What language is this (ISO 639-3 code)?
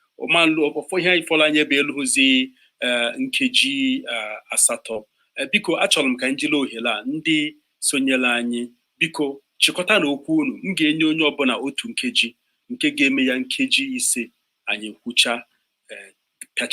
ibo